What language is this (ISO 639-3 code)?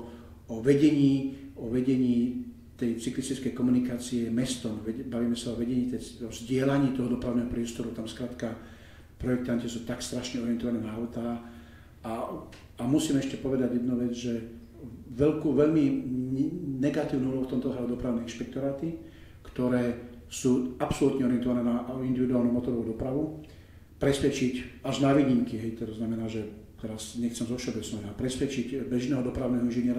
slk